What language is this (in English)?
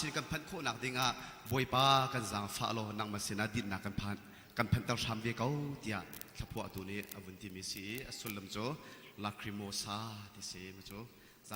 Hakha Chin